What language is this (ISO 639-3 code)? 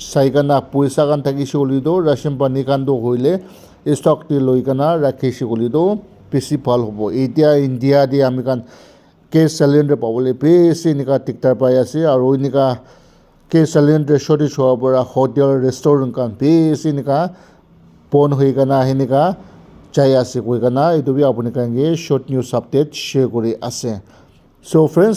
nag